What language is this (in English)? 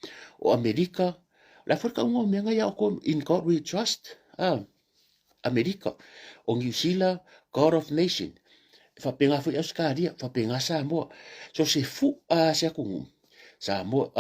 Samoan